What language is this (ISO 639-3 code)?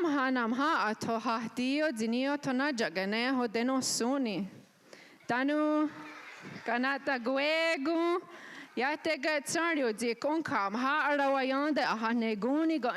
moh